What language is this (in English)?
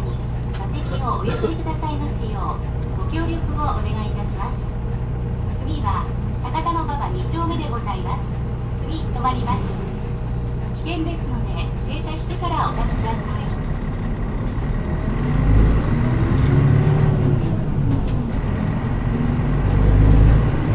Japanese